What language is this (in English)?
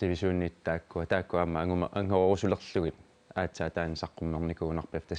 Kalaallisut